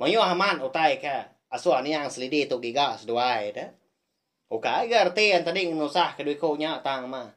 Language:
Iban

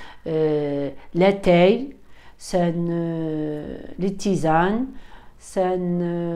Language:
Kabyle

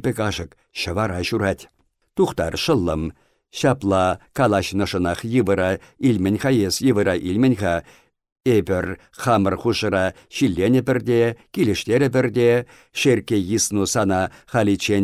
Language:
Chuvash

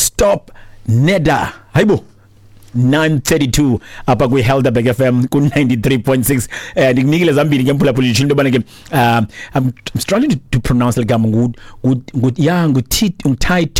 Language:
Xhosa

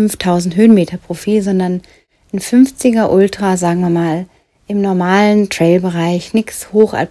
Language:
German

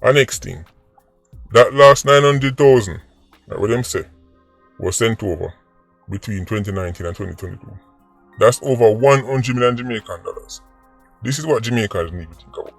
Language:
Jamaican Creole English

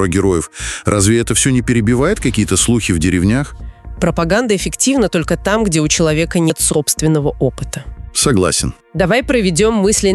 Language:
Russian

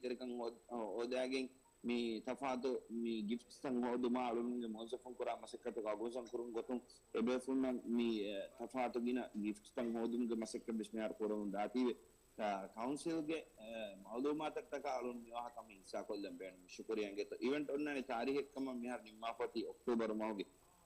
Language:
Divehi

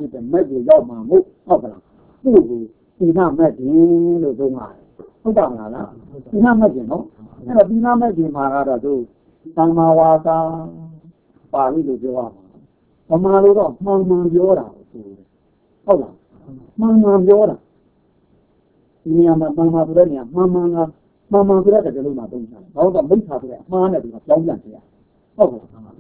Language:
Burmese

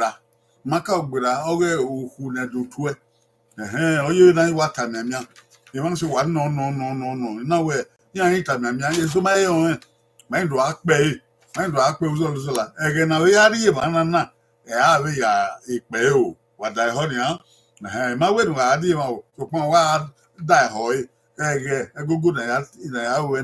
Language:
Bini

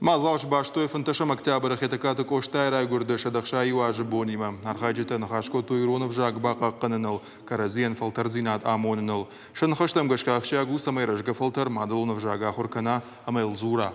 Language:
Ossetic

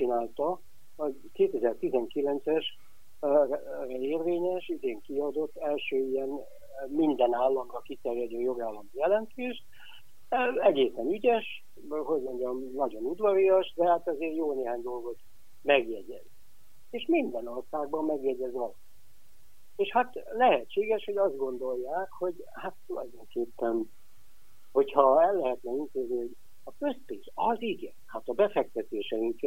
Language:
Hungarian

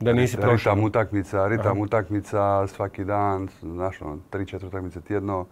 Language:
Croatian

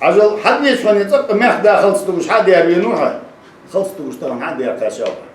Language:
Ingush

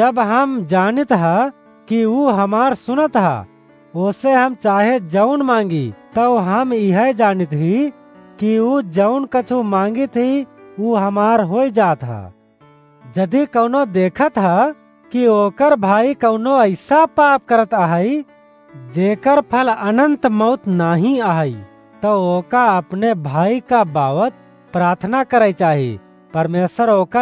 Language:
Awadhi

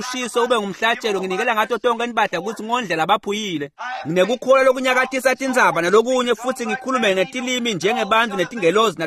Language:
Swati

